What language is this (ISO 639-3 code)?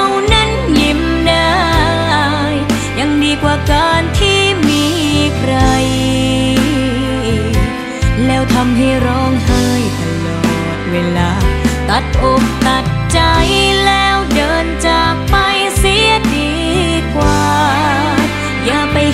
tha